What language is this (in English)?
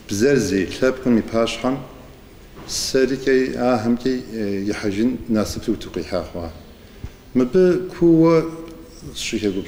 Kabardian